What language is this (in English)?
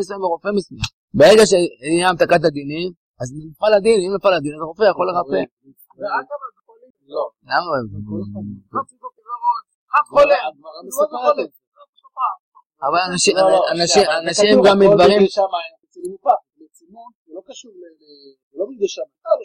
Hebrew